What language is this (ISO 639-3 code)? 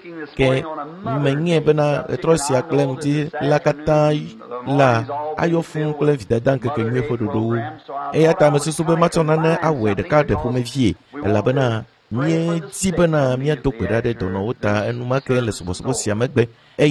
ewe